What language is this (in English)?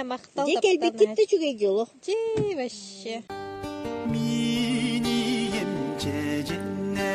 Yakut